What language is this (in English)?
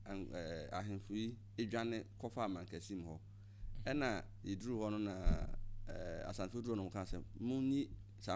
Akan